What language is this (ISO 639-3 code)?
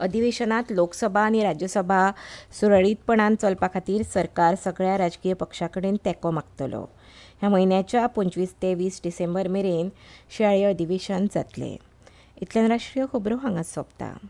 kok